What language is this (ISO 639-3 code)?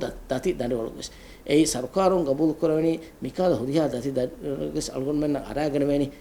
div